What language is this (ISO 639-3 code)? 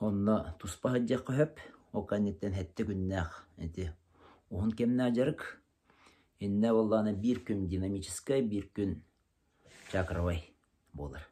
sah